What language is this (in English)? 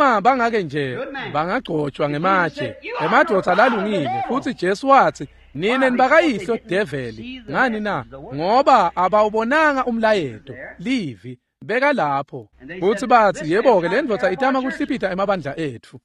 Swati